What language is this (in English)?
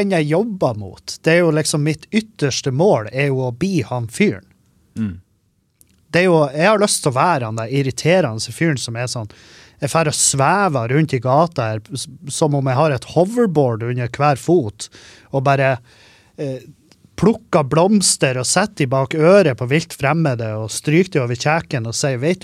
Norwegian